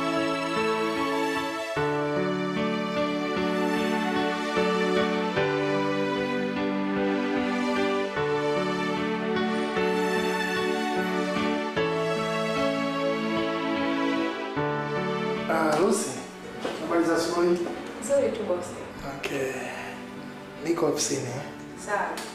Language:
Swahili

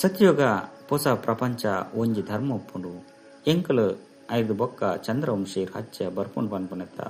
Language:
Tulu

